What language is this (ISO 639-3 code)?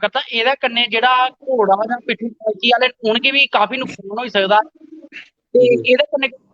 doi